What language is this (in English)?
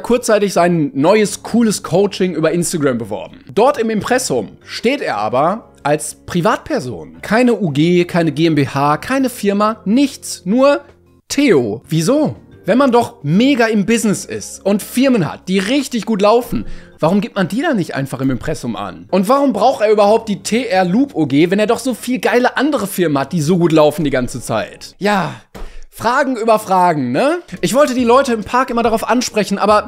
German